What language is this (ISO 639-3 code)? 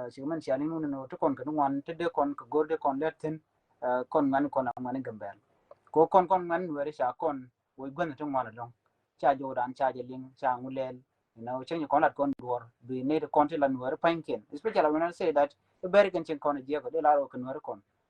nus